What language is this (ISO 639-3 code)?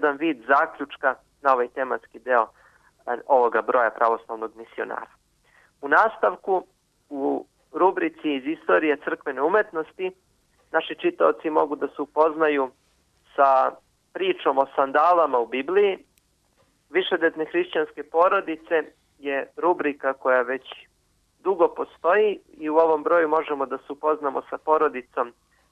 srp